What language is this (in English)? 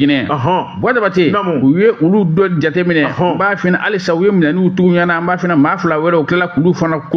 Bambara